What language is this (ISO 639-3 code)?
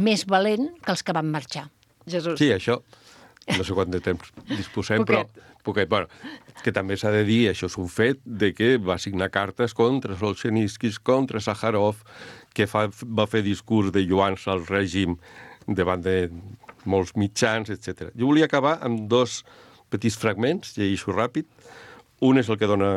cat